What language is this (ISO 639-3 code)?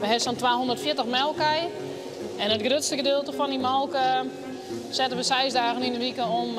fry